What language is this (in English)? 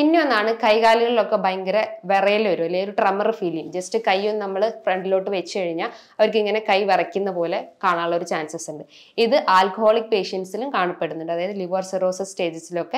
Malayalam